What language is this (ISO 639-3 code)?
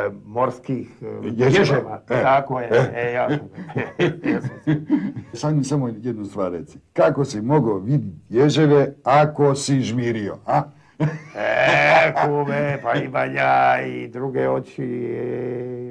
hrv